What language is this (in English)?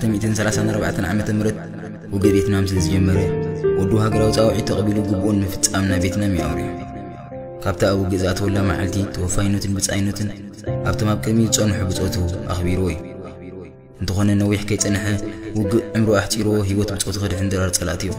Tigrinya